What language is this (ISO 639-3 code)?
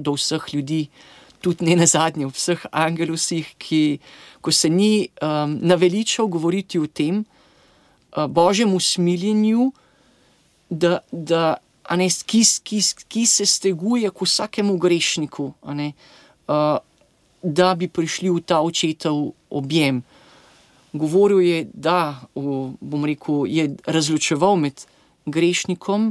slv